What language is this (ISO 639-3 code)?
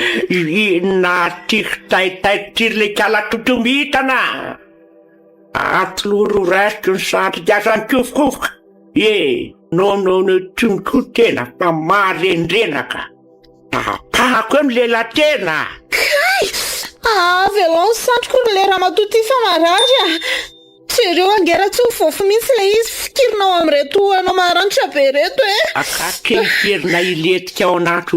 mlg